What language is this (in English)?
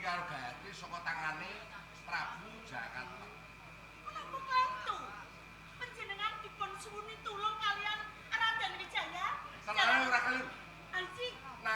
Javanese